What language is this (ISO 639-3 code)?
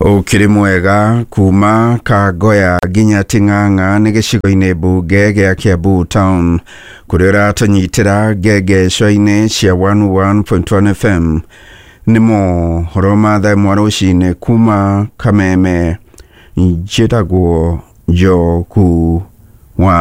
kik